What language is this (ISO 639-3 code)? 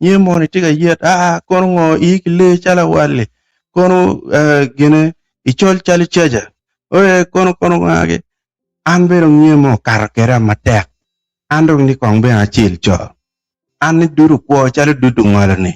ach